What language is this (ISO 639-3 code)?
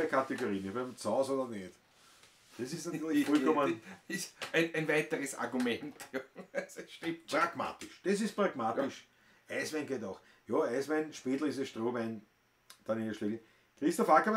bar